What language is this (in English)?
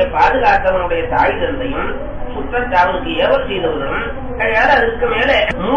Tamil